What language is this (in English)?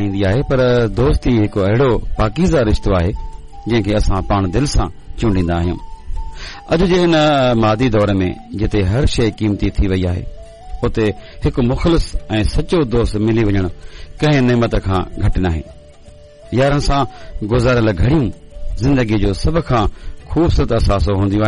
Sindhi